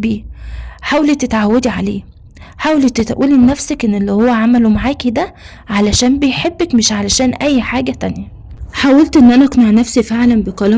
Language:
Egyptian Arabic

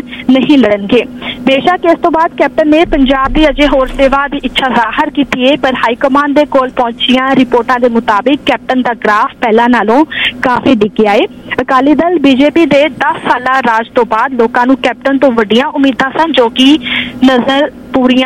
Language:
Punjabi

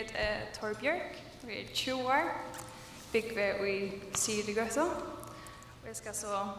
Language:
Faroese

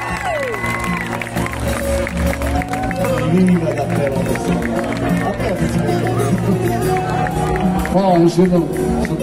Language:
Serbian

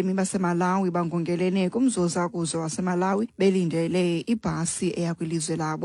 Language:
Xhosa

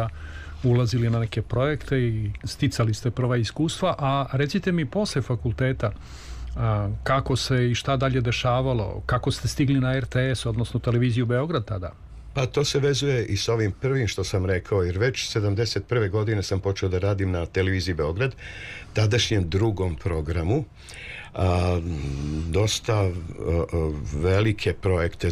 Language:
Serbian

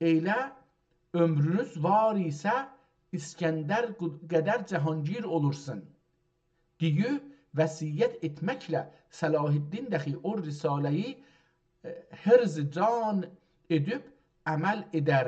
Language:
South Azerbaijani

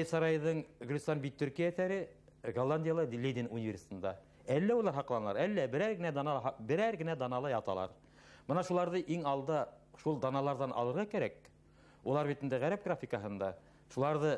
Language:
Bashkir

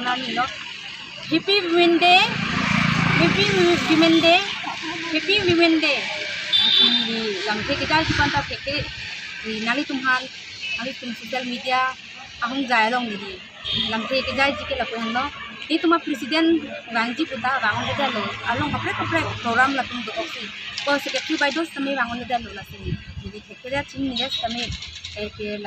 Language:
Karbi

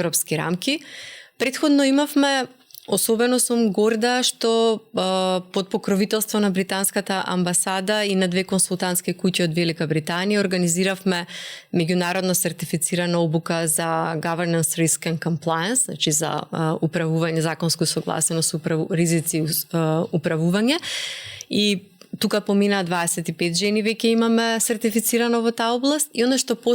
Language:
Macedonian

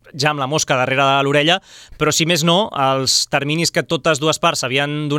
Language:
Catalan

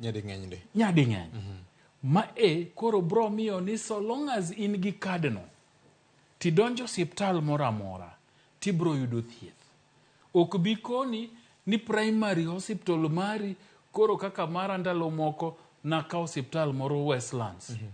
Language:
Luo (Kenya and Tanzania)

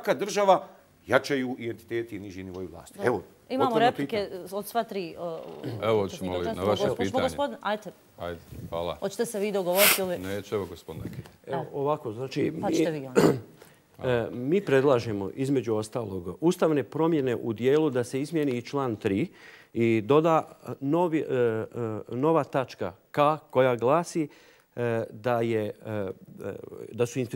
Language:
Bosnian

